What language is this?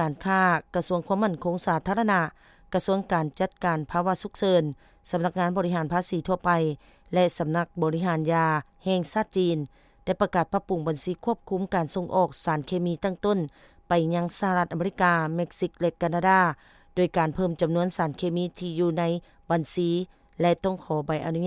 Lao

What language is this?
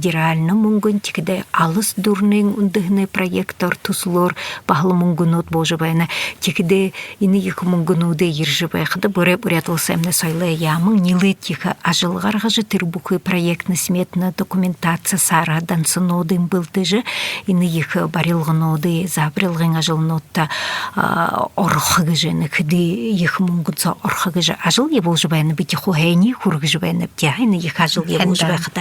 Buriat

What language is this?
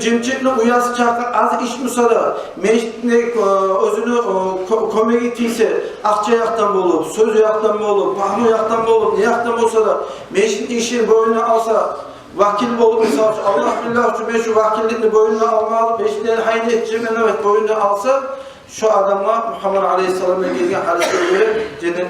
Kumyk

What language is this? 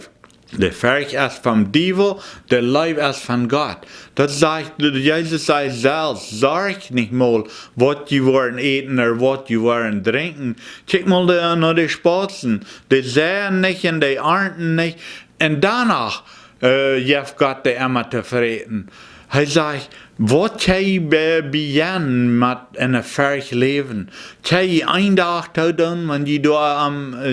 Plautdietsch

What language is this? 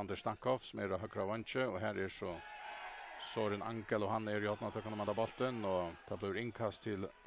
Faroese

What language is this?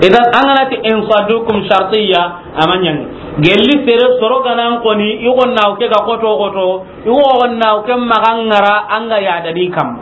Soninke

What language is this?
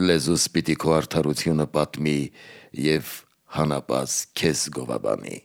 Armenian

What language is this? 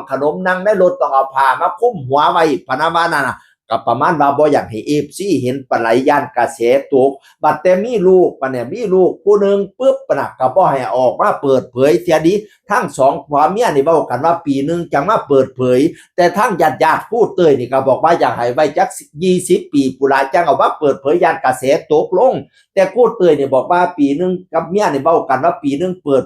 Northeastern Thai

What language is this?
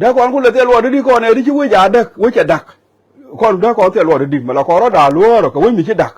Nuer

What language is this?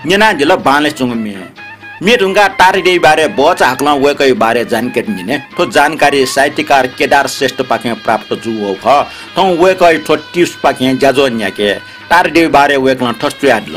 Newari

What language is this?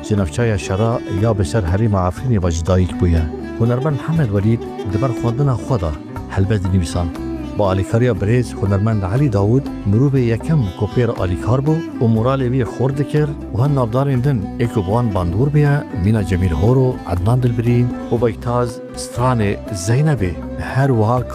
Kurdish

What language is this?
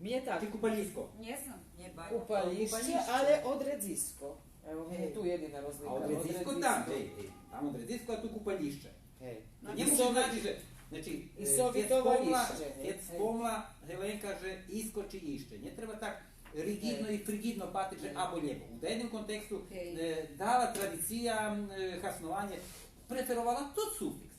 Rusyn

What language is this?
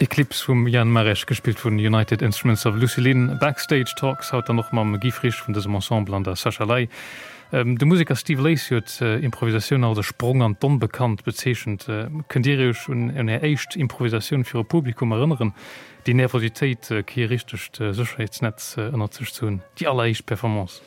Luxembourgish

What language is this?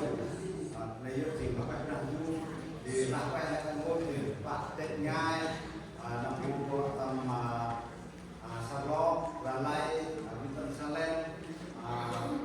Central Mnong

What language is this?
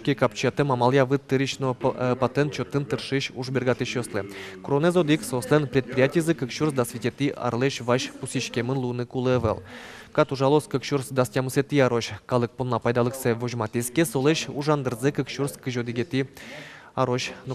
Udmurt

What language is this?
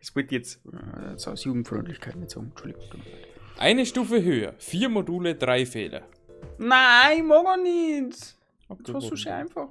Bavarian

